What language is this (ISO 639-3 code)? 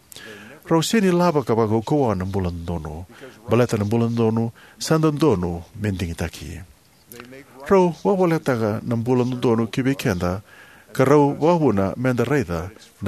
fij